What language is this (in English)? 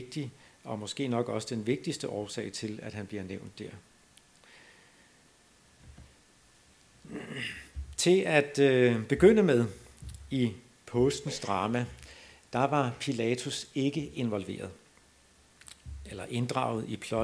Danish